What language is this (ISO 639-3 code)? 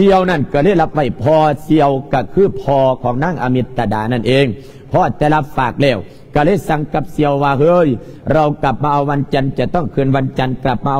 lao